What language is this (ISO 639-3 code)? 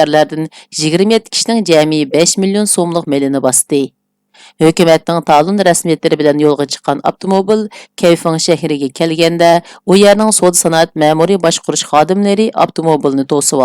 uig